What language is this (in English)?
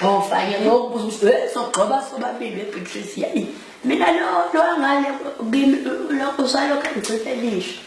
Zulu